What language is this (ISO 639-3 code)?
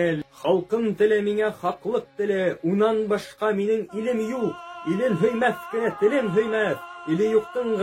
bak